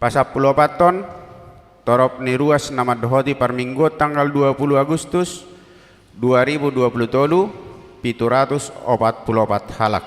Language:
Batak Toba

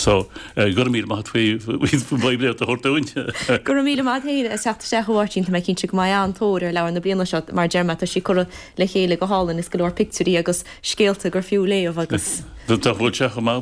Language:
Irish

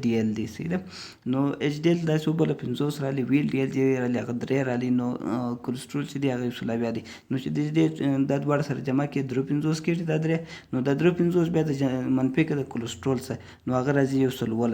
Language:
Pashto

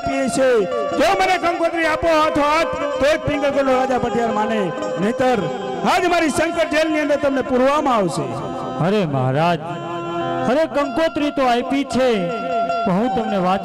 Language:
Gujarati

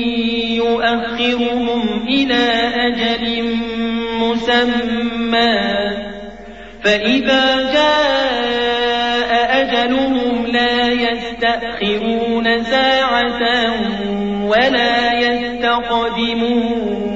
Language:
Arabic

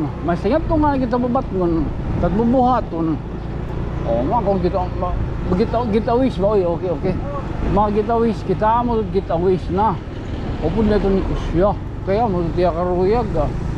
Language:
Waray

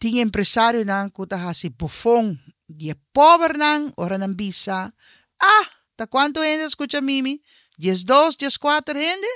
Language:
Papiamento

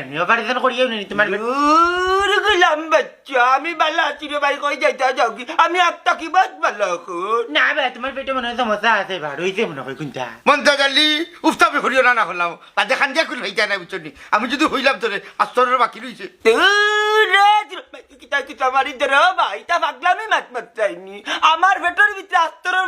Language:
Sylheti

